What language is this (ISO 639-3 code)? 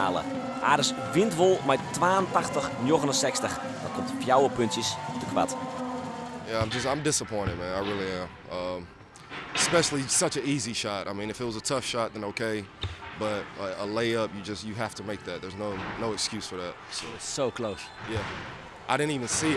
fry